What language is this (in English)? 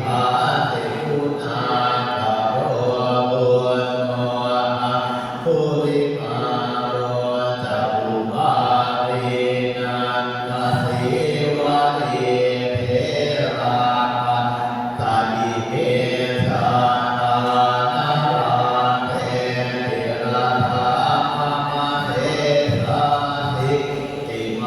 Pali